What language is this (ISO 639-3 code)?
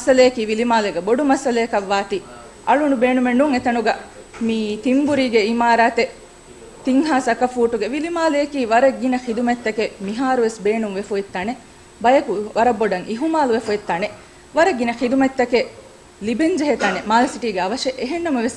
div